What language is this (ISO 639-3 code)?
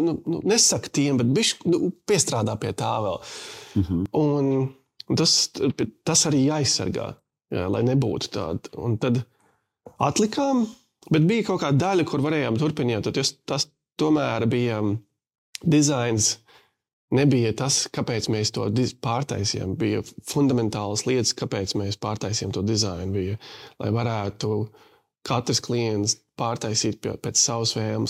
lav